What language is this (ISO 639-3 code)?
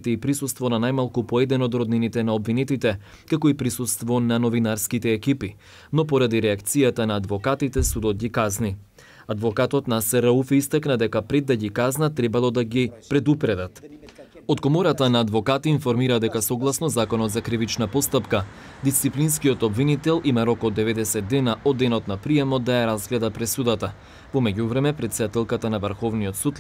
mkd